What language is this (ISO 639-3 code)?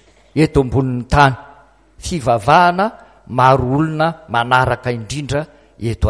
mlg